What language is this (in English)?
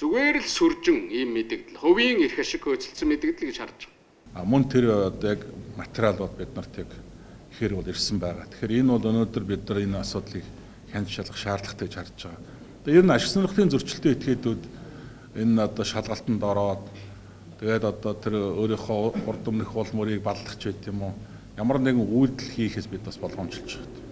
Mongolian